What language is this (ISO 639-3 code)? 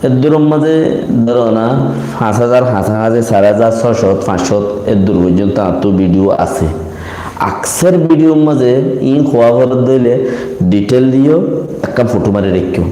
rhg